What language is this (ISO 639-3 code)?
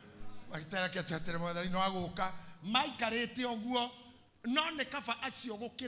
kik